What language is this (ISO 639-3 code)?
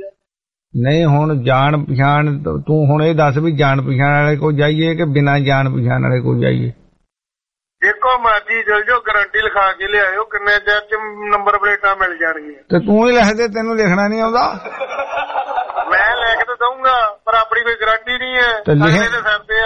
pan